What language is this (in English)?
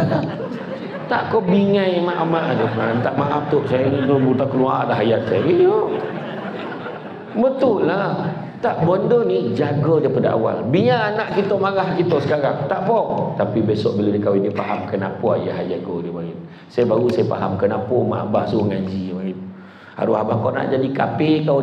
Malay